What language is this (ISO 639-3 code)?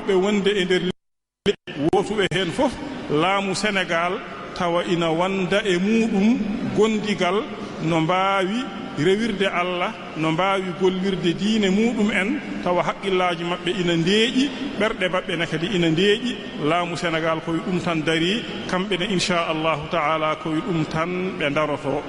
ful